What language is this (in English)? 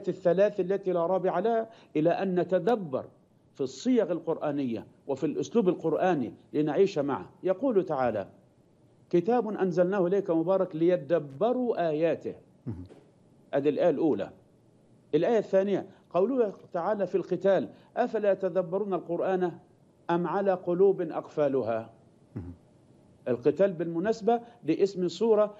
Arabic